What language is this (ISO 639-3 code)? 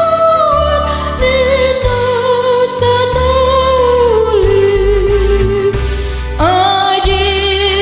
bbc